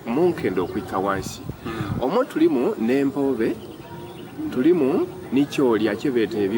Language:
Soga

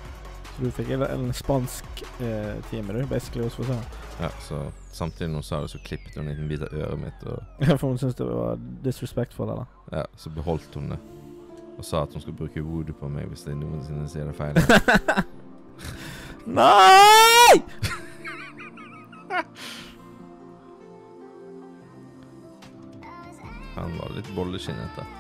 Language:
Norwegian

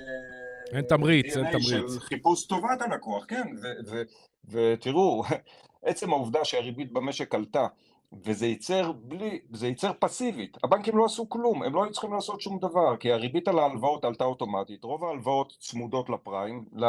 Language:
Hebrew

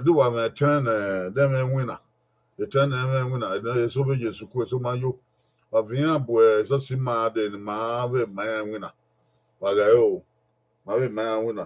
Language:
Bini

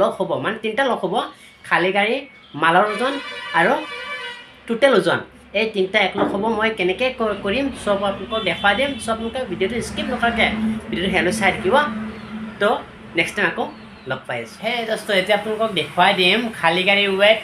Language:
Assamese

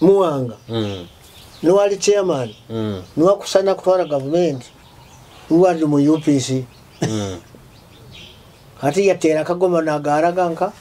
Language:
Nyoro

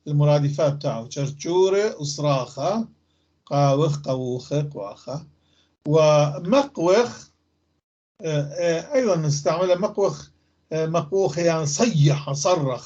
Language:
North Levantine Arabic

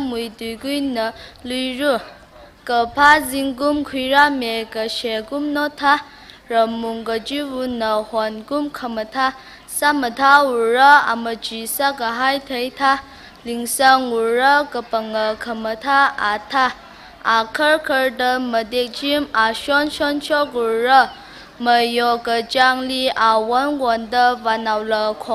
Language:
Tangkhul Naga (India)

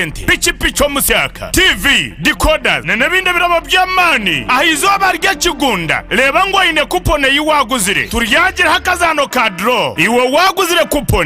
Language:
Nyankole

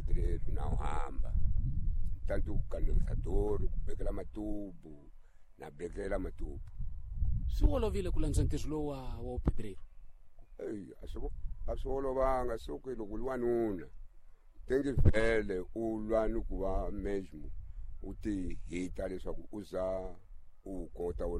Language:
Tsonga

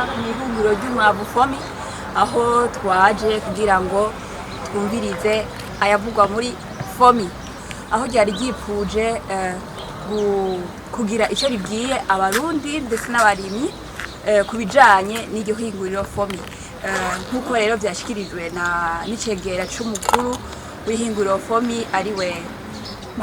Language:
Rundi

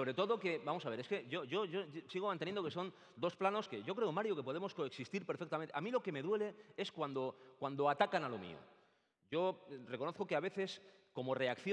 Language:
Spanish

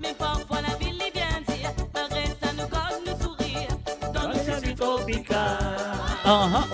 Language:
Morisyen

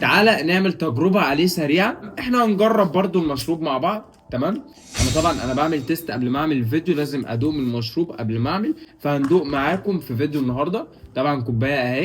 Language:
Egyptian Arabic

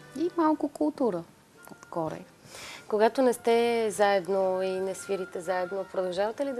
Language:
Bulgarian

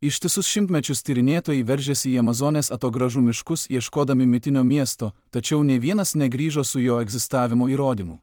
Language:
Lithuanian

